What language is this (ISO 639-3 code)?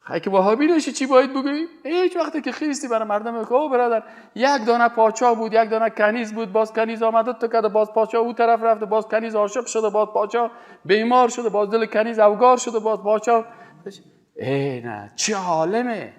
fas